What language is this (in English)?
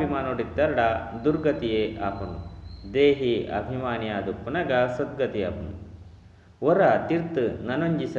Tulu